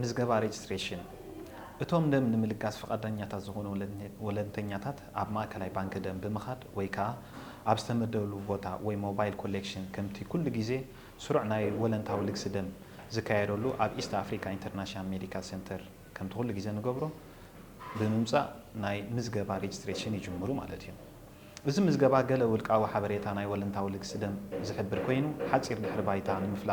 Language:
Tigrinya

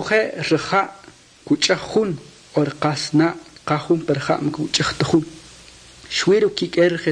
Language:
Kʼicheʼ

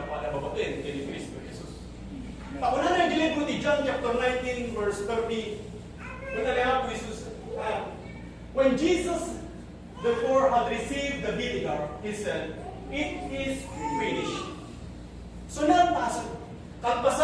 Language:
Iloko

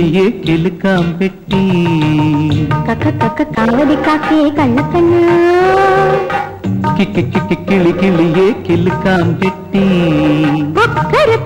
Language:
Malayalam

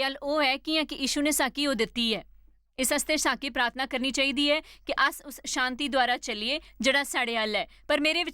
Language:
Dogri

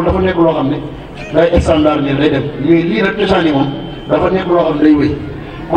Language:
Wolof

